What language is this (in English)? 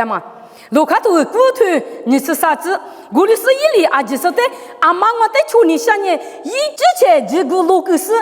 Lisu